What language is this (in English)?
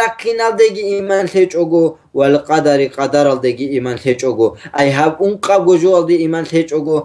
Avaric